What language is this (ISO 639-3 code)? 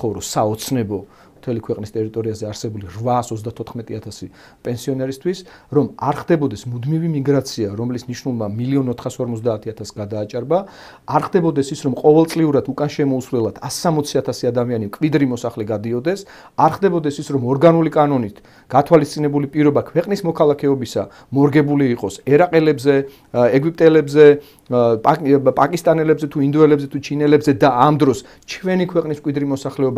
kat